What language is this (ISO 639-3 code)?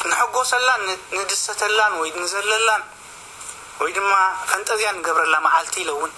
tir